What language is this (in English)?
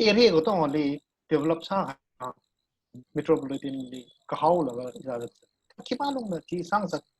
Tangkhul Naga (India)